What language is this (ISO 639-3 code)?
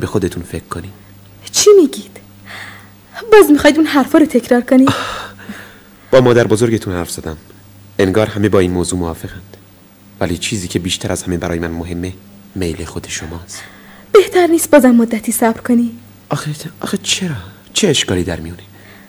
fas